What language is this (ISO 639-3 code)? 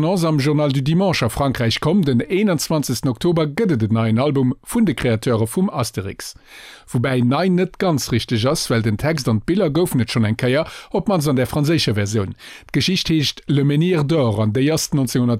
ltz